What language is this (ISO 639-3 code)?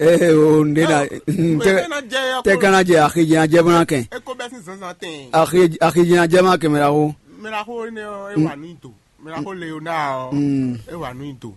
fon